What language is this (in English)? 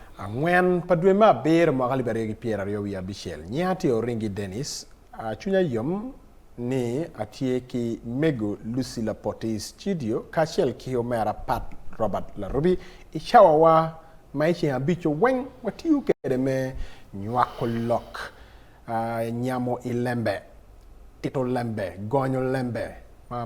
Acoli